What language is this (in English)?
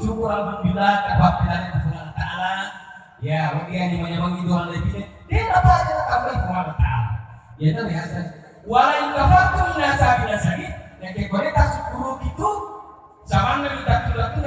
Buginese